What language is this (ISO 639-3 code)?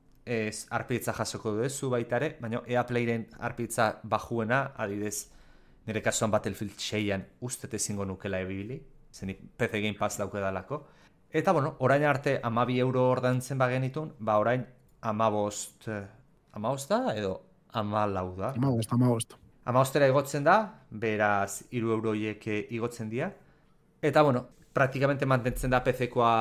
eus